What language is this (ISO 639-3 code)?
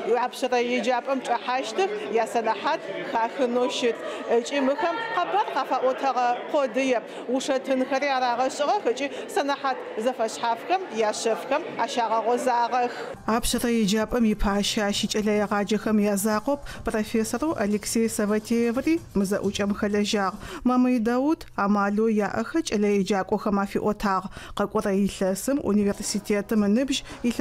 ady